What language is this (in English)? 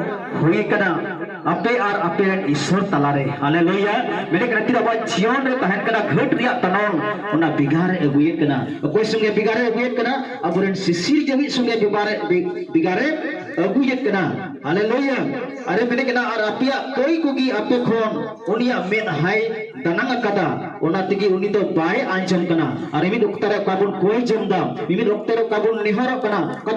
Santali